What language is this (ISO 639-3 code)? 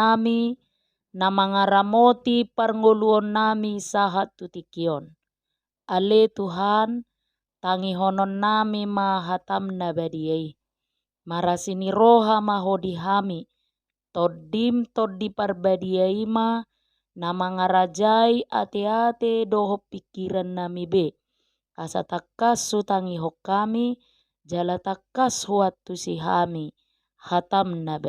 bbc